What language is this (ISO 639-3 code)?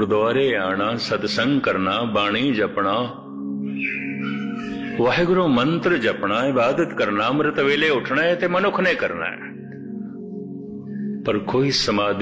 pan